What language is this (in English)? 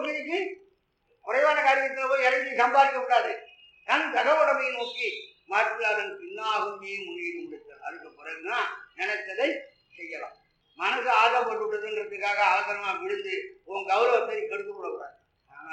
Tamil